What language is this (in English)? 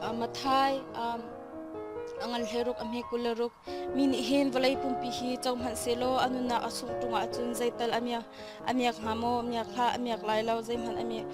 Hakha Chin